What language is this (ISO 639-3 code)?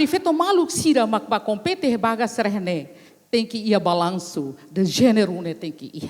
tet